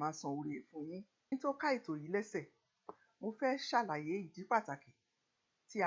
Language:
Yoruba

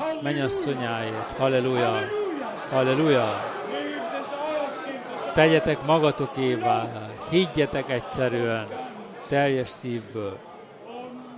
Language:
Hungarian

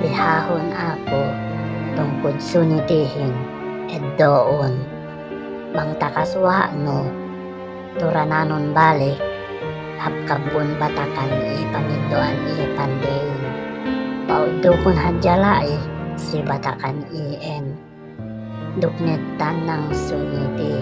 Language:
Yakan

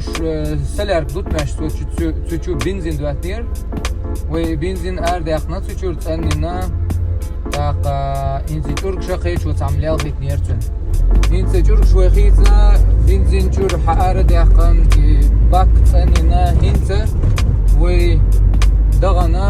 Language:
Chechen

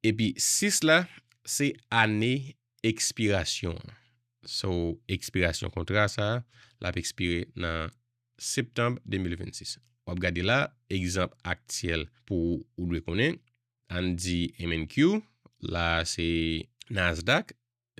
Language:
Haitian Creole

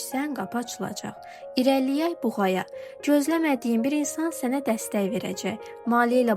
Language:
Azerbaijani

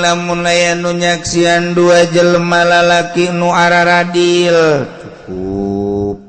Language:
Sundanese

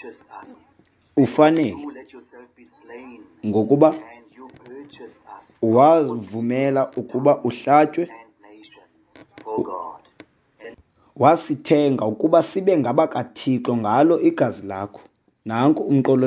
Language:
Xhosa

